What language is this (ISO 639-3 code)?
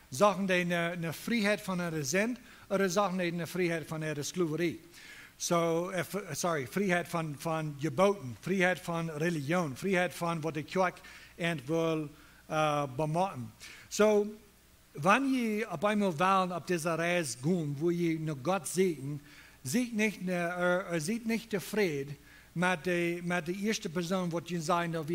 pdt